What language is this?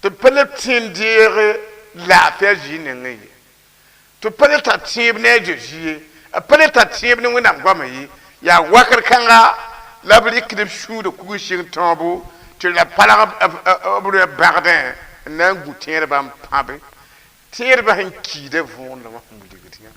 Mossi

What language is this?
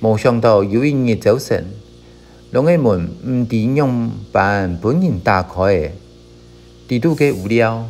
Hakka Chinese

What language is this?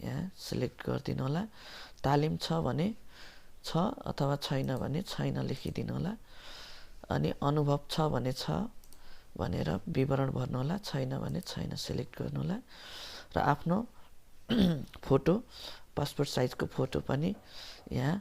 Nepali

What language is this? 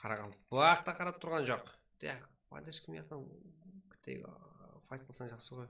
Kara-Kalpak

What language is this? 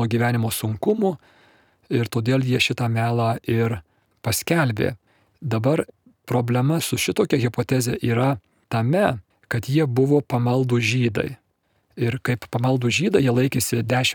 Lithuanian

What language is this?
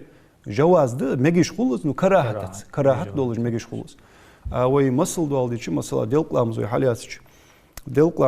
Ingush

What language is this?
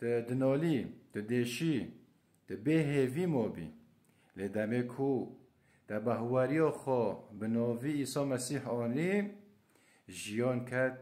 Kurdish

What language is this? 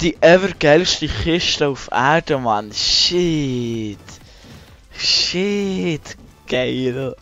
Swiss German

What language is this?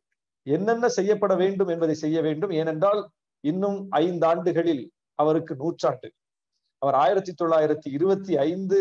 Tamil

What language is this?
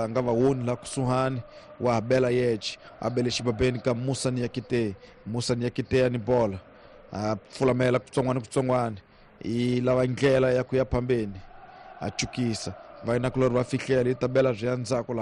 Tsonga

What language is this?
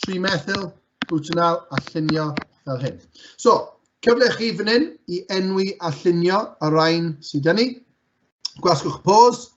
Welsh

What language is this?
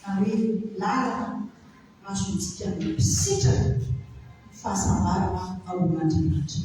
Malagasy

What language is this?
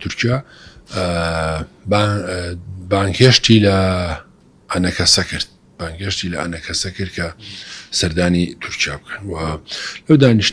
Central Kurdish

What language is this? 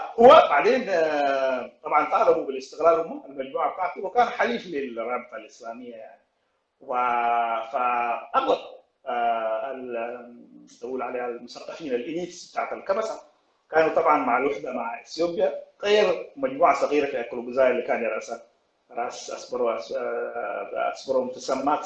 Sudanese Arabic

